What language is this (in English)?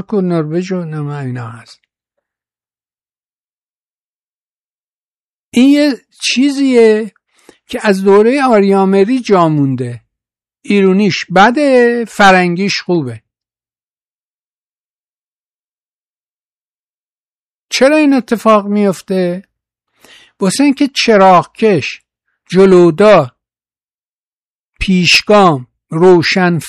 Persian